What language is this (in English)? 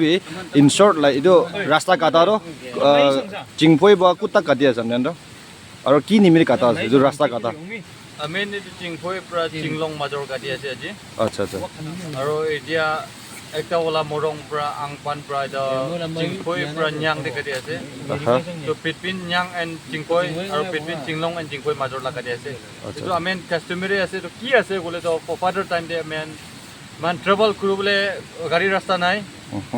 Naga Pidgin